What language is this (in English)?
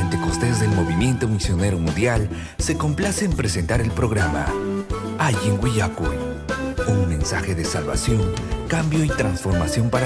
Ayacucho Quechua